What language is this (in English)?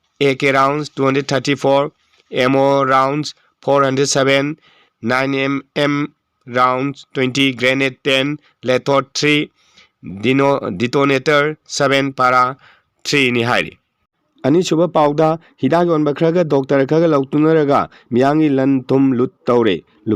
Manipuri